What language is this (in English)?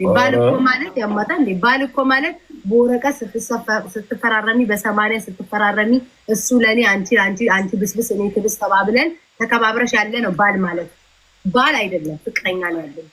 Amharic